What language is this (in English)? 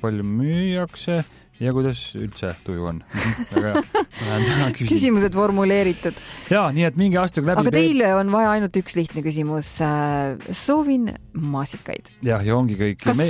Estonian